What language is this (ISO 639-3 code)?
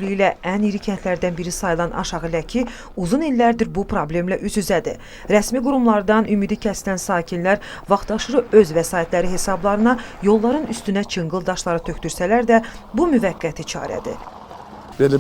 aze